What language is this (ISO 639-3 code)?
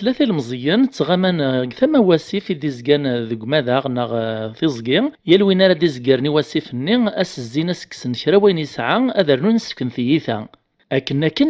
kab